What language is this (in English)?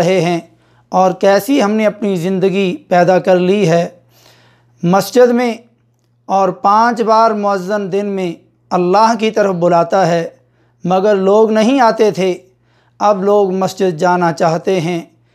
Urdu